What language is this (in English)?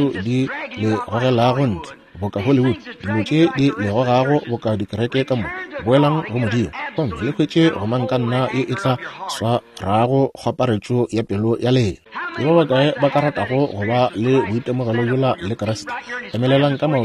Northern Sotho